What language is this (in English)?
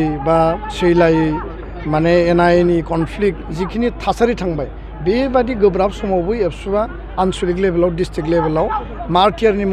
Bodo